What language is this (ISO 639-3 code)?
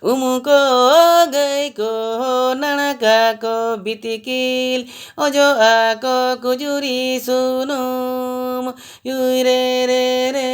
sat